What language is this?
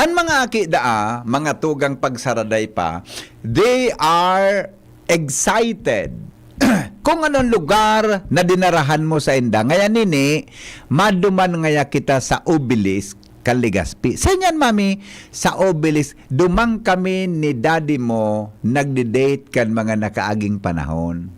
Bikol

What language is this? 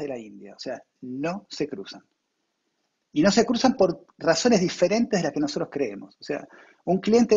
Spanish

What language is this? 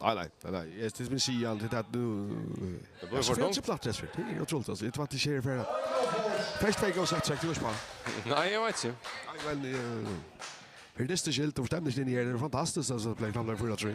Faroese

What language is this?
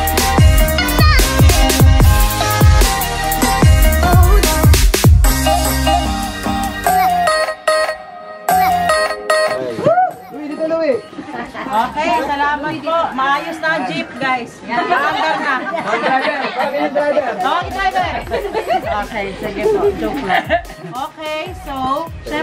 Filipino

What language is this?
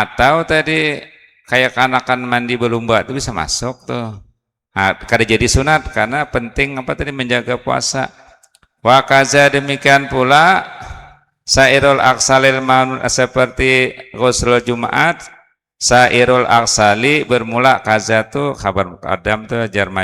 Banjar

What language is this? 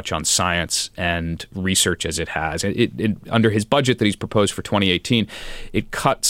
English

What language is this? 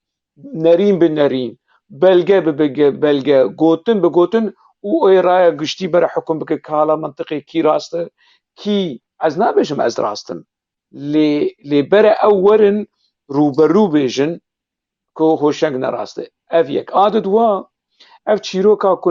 Kurdish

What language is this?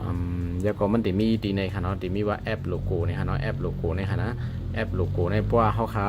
Shan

